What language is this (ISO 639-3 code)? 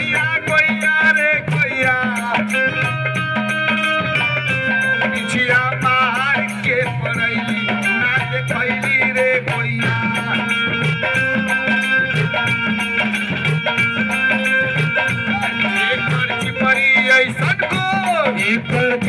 bho